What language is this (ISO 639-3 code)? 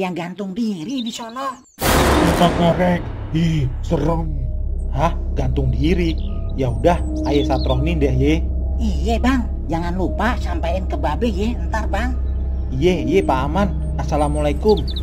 bew